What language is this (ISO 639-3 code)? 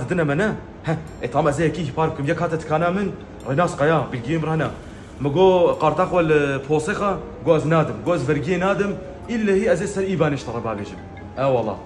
kur